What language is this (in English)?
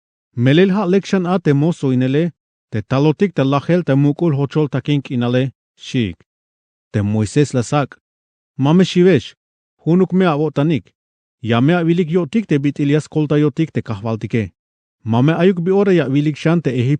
Tzeltal